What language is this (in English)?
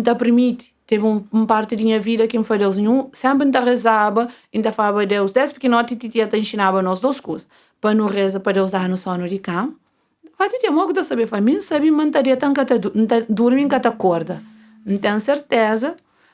Kabuverdianu